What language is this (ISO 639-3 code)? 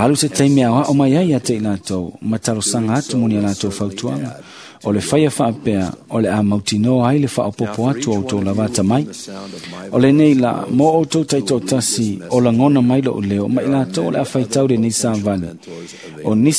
smo